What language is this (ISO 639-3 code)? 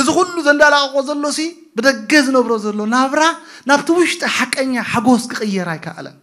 tir